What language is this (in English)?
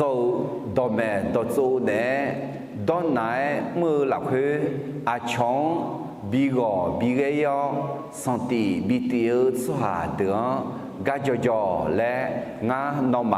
Akha